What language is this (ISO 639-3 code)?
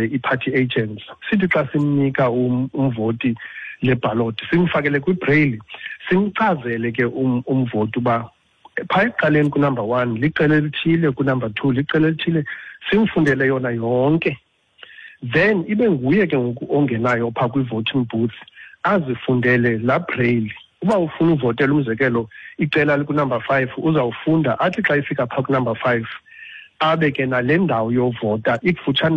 xho